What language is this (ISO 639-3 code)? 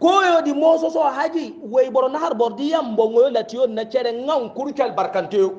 hau